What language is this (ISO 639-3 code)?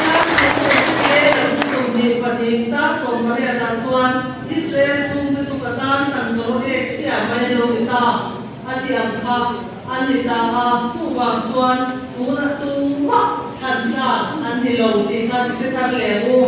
lus